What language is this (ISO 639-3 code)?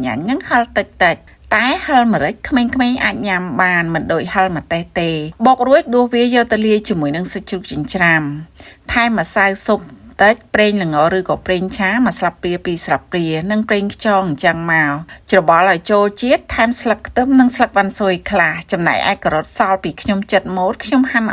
khm